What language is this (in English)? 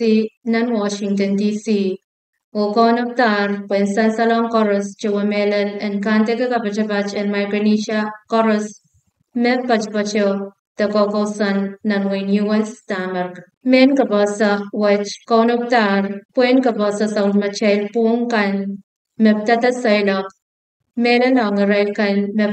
Pohnpeian